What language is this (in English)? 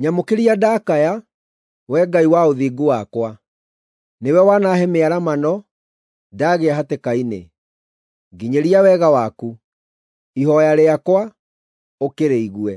Kikuyu